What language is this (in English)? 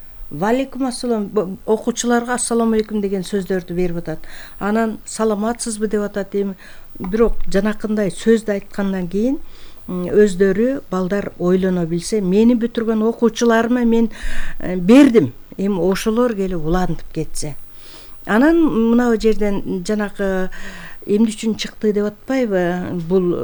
Kyrgyz